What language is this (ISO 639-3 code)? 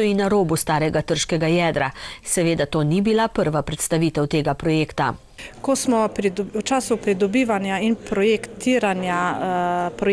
slv